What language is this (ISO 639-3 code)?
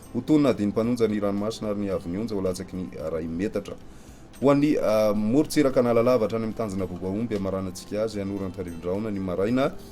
mlg